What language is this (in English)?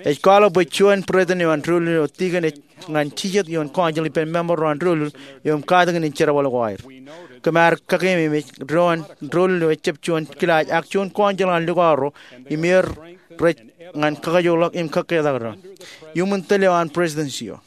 Marshallese